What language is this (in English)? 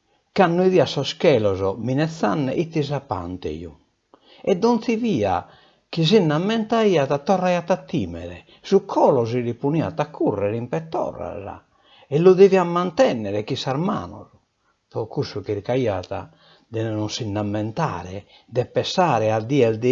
Sardinian